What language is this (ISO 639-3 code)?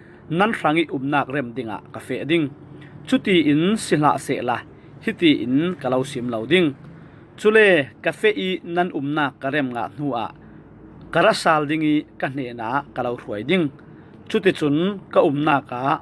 cfm